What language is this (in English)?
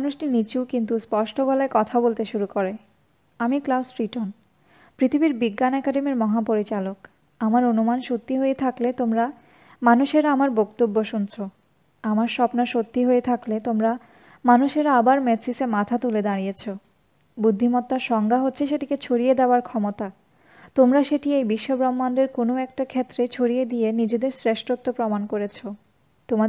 Bangla